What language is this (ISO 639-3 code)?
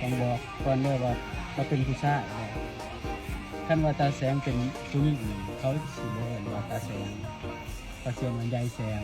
lao